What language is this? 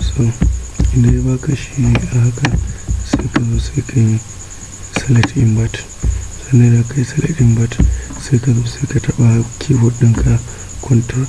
Hausa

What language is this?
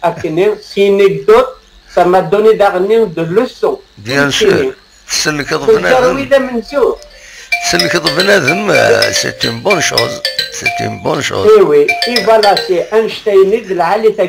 Kabyle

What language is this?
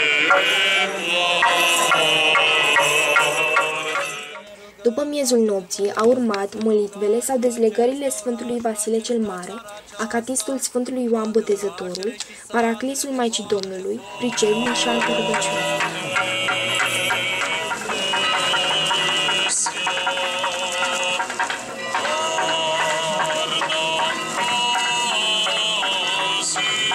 Romanian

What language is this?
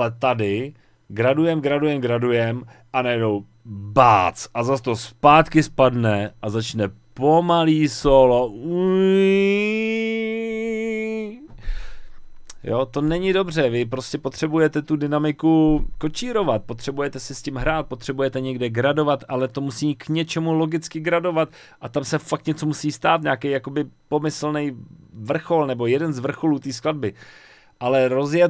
Czech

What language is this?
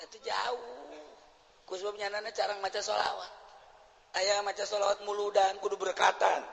Sundanese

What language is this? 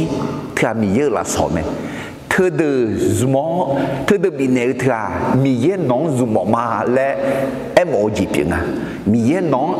Akha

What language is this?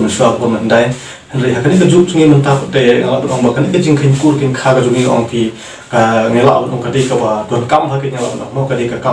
Khasi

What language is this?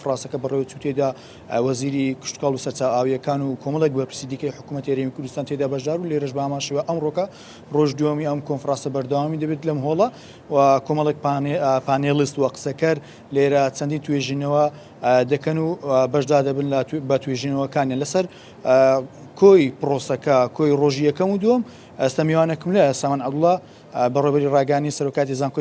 Central Kurdish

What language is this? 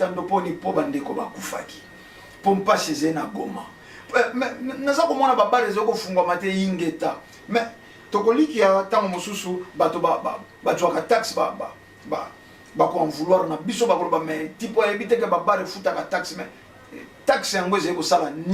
Lingala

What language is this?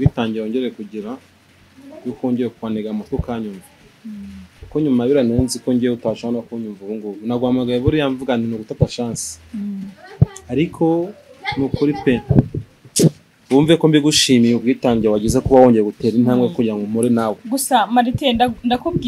Kinyarwanda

